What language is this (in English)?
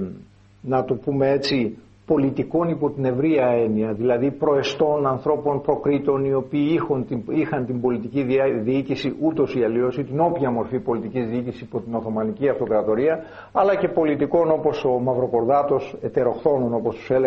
Greek